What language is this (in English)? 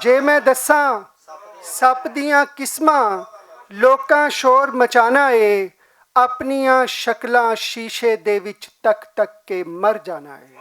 Western Panjabi